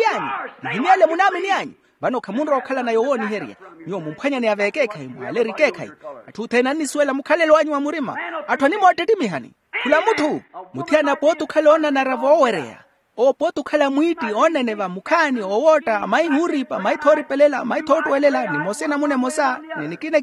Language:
Makhuwa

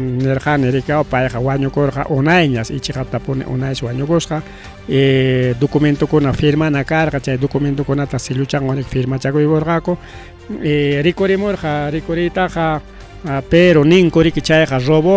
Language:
Ayacucho Quechua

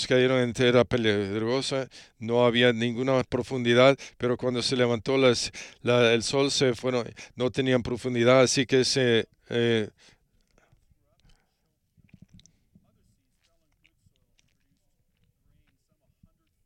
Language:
Spanish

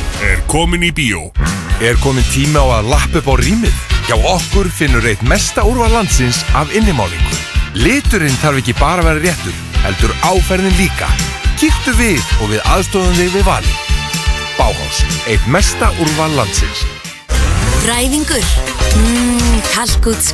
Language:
Icelandic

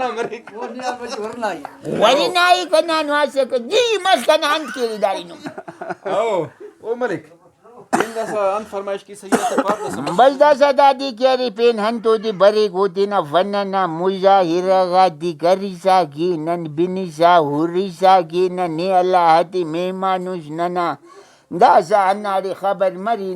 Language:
Brahui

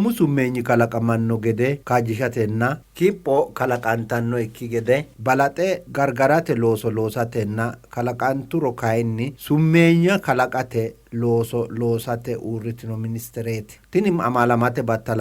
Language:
Sidamo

